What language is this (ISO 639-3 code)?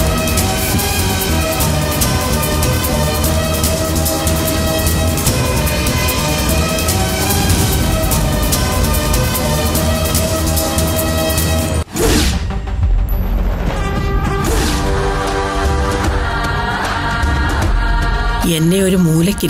mal